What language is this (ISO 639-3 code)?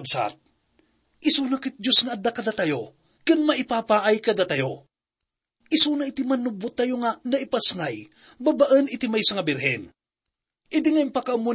ilo